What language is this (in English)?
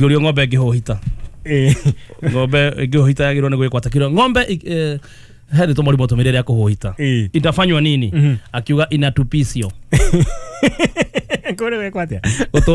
Kikuyu